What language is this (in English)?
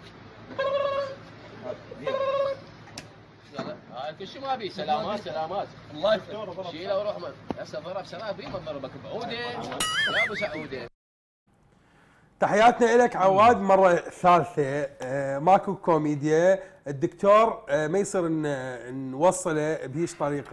Mesopotamian Arabic